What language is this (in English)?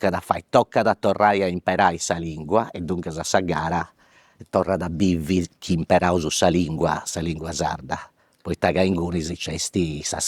Sardinian